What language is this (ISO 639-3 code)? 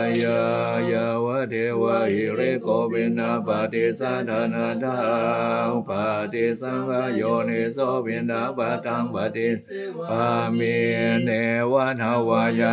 pli